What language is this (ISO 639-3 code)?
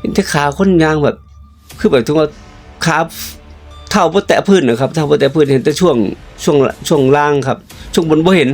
tts